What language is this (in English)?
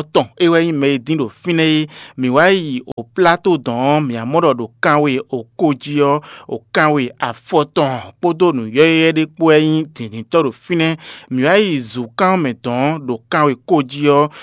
Fon